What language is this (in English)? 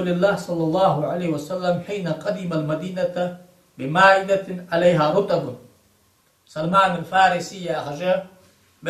Ingush